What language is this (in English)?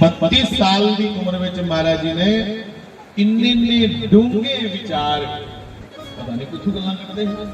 Dogri